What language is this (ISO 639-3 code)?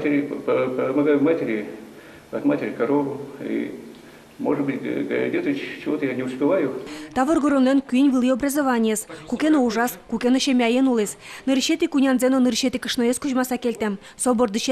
udm